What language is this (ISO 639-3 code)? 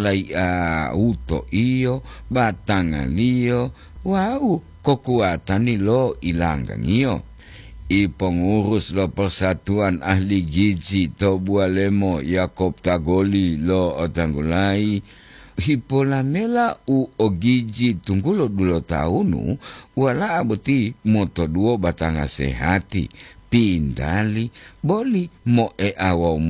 gor